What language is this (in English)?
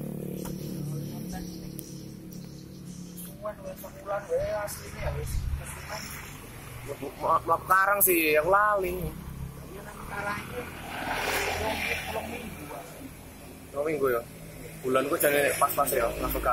Indonesian